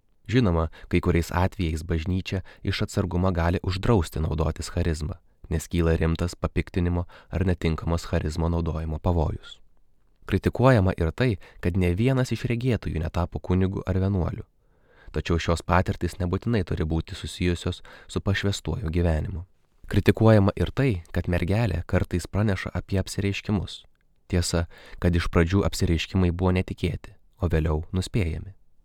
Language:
Lithuanian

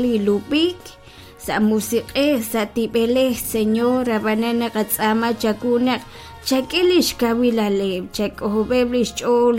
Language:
Kekchí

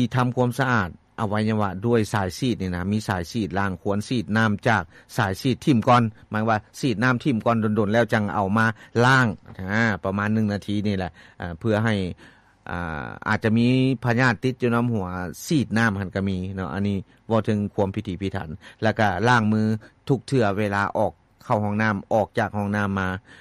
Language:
Lao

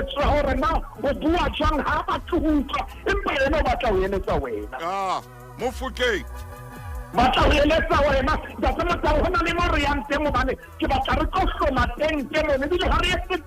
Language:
Southern Sotho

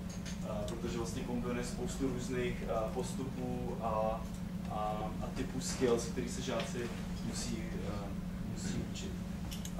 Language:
Czech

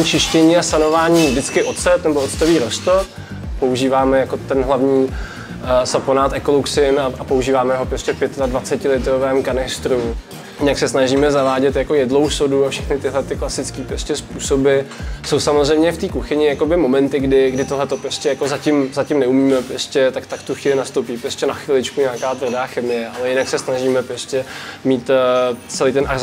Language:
Czech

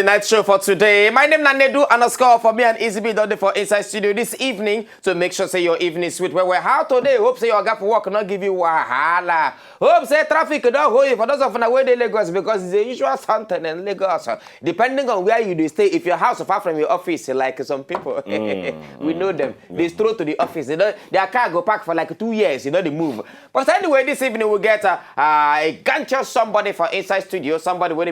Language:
Nigerian Pidgin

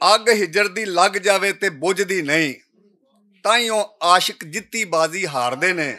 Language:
Western Panjabi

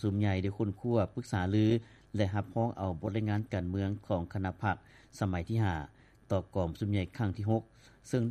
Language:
Lao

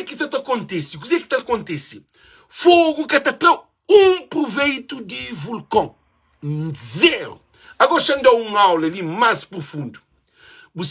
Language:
Kabuverdianu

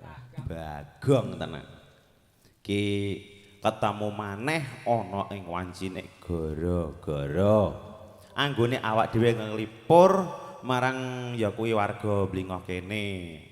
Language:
Javanese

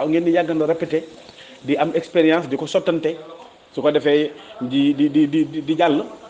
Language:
Wolof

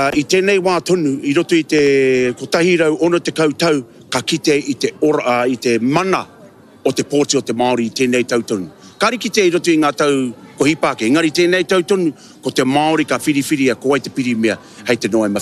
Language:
Māori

